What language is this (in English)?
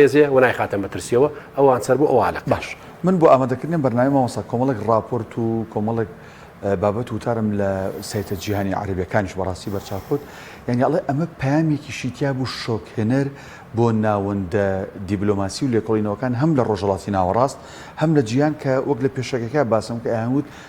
Central Kurdish